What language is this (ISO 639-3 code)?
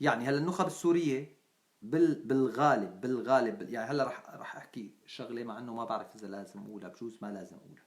apc